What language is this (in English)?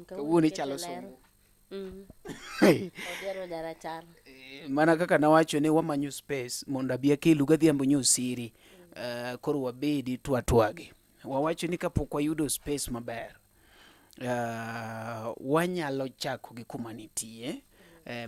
Luo (Kenya and Tanzania)